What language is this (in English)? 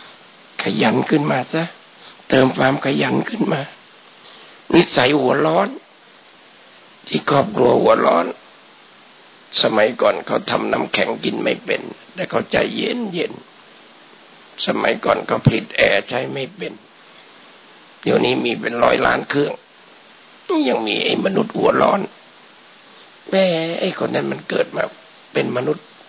Thai